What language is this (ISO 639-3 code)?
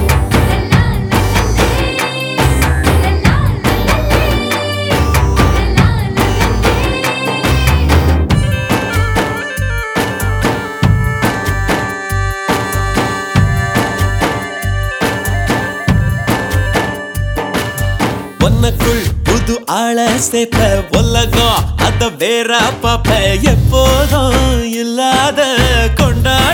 tam